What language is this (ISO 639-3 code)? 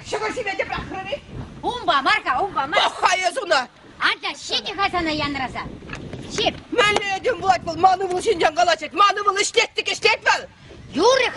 chv